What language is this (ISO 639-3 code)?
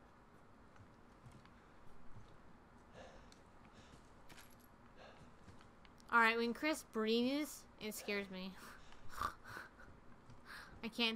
eng